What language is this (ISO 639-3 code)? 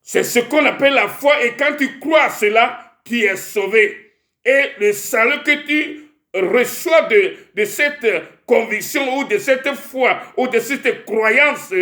ewe